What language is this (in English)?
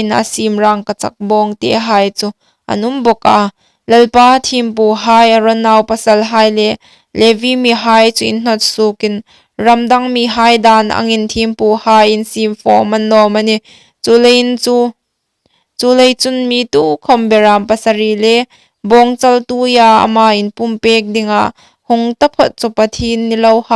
Hmar